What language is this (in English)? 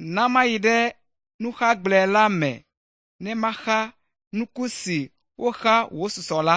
Ewe